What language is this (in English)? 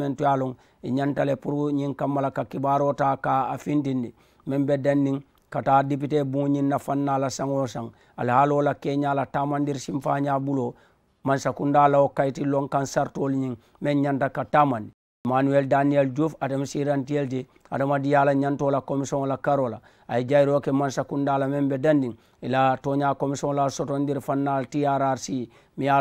Mandingo